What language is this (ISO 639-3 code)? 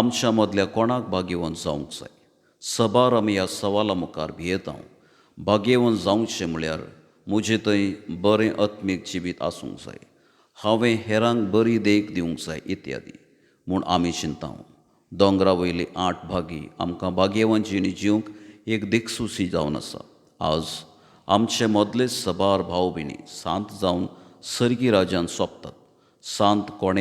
kok